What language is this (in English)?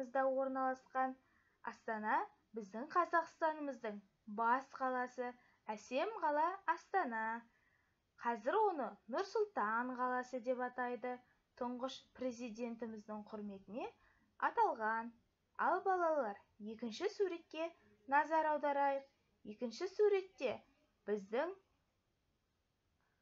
Kazakh